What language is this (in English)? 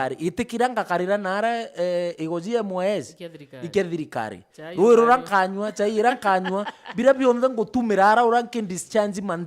Meru